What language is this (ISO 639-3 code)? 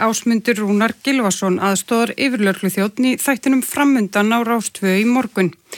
isl